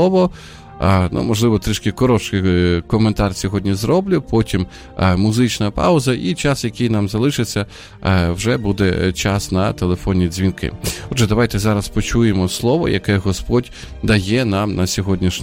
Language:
Ukrainian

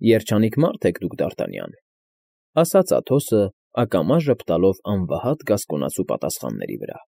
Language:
Armenian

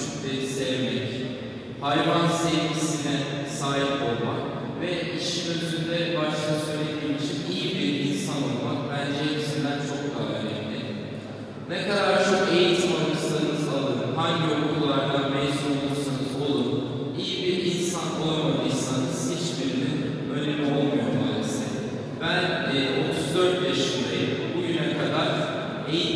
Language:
Turkish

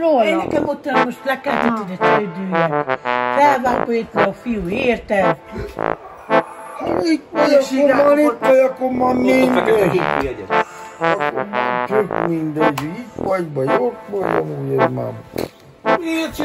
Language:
Hungarian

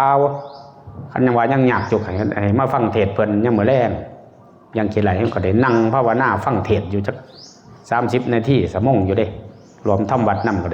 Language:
Northeastern Thai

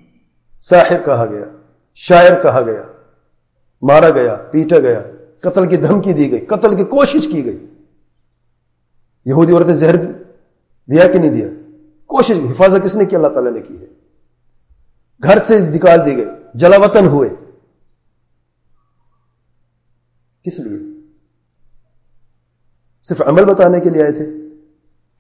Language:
Urdu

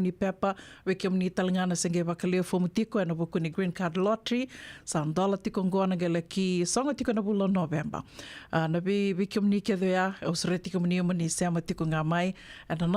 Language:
Fijian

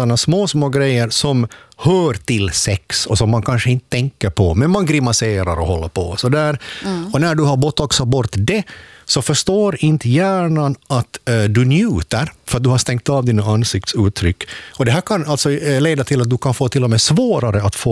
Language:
Swedish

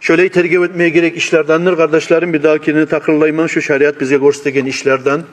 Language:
Kumyk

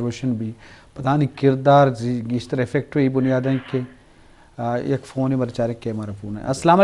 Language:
Eastern Balochi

